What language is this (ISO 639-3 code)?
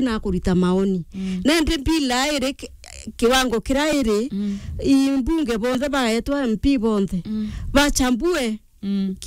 mer